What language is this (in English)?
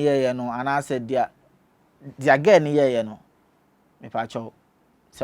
Akan